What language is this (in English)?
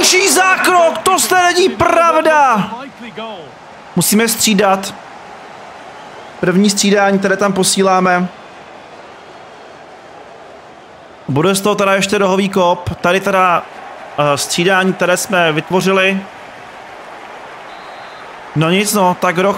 Czech